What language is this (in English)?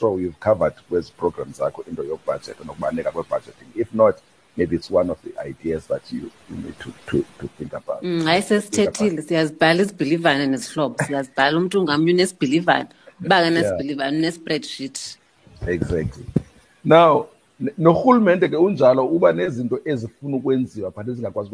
Xhosa